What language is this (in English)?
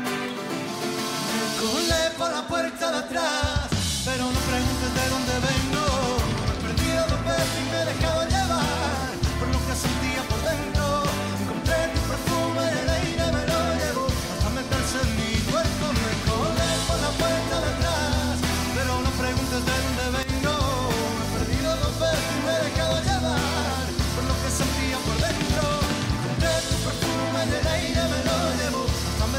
Spanish